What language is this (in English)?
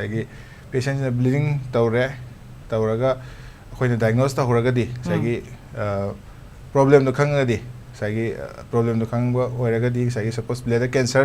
Manipuri